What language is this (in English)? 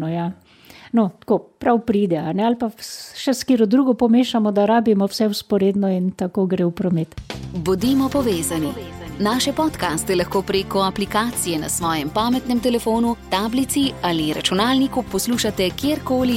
Slovenian